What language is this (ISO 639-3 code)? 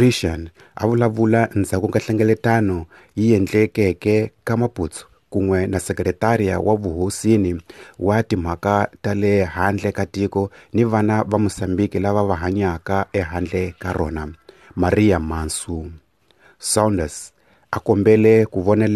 tso